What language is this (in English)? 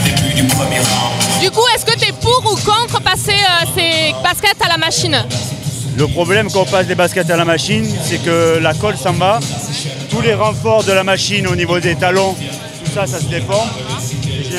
French